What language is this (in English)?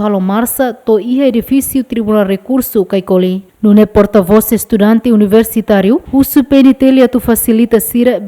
Tetum